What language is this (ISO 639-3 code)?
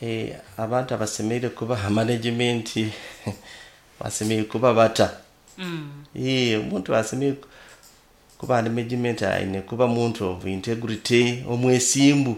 nyo